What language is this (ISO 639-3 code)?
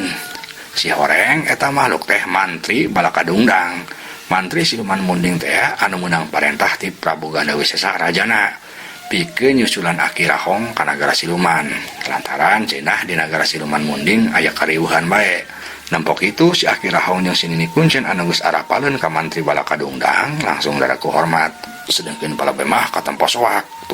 sun